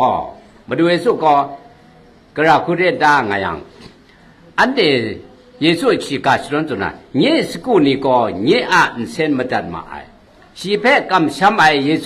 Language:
Kachin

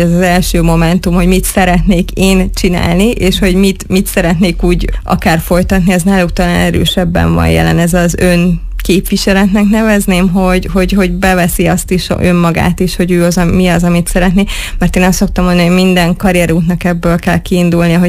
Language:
Hungarian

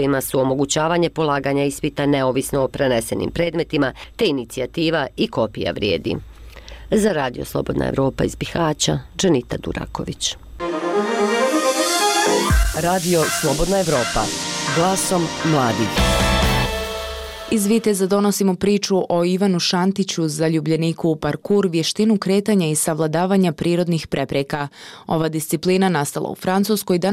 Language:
Bosnian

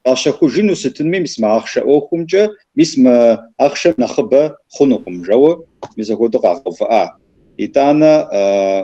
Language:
Kabardian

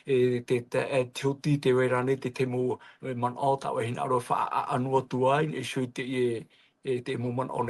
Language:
Tahitian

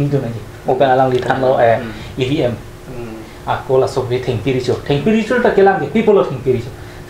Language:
Karbi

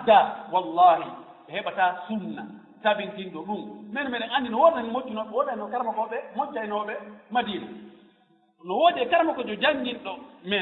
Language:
Fula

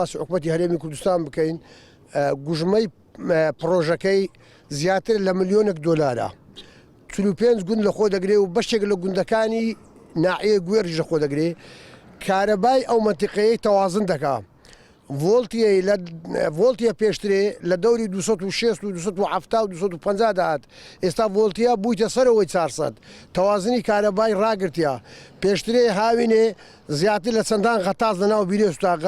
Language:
Central Kurdish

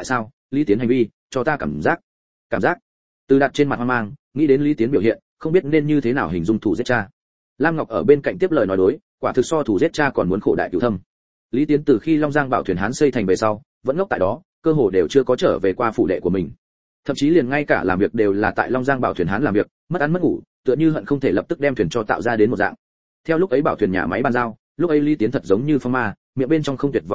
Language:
Vietnamese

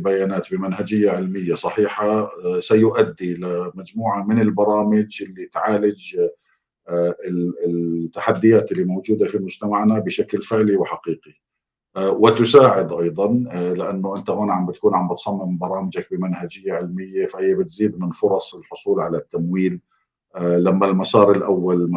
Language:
North Levantine Arabic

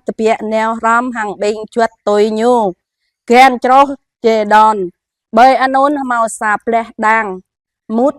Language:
Jarai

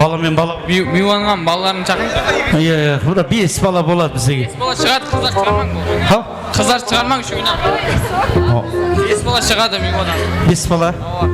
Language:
Kara-Kalpak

